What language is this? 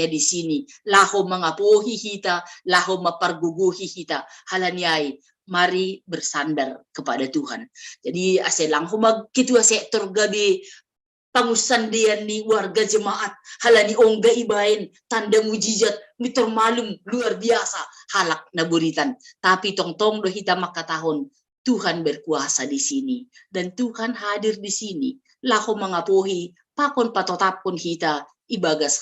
Batak Simalungun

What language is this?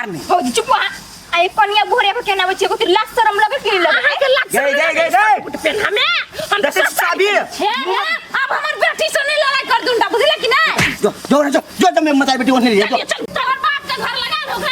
Maithili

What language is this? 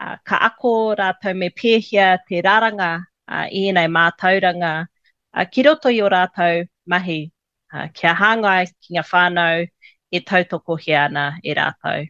Māori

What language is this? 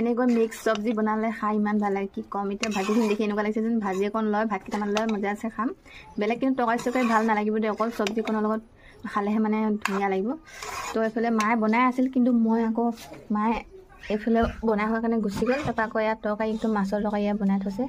Assamese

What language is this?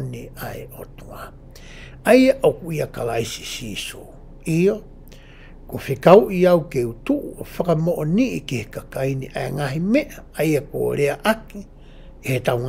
Tongan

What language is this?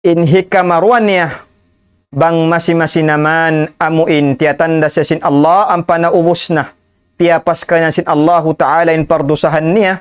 Tausug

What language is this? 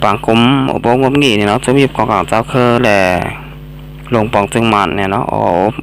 Shan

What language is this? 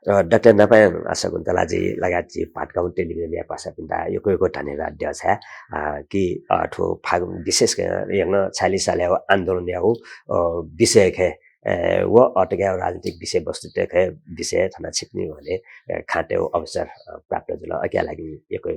Newari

